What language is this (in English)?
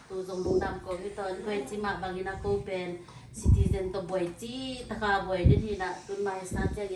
Tedim Chin